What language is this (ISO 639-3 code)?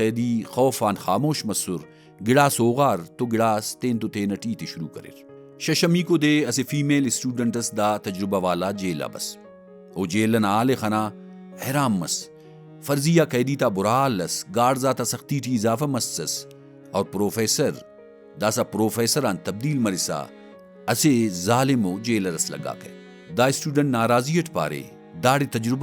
brh